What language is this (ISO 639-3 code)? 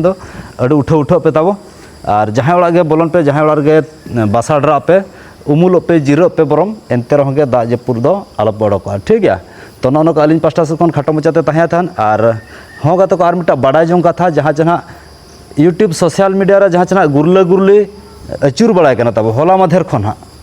sat